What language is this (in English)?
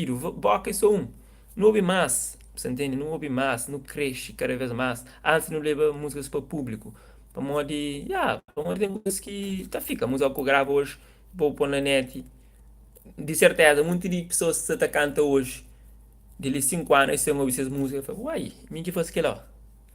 Kabuverdianu